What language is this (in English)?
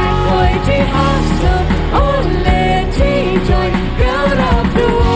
Plautdietsch